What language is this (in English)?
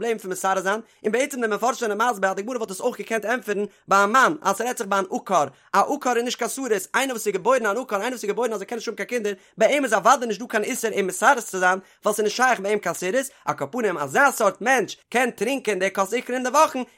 Yiddish